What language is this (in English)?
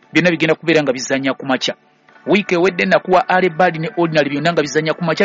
Ganda